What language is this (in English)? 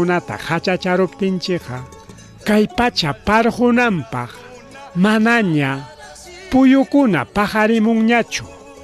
Ayacucho Quechua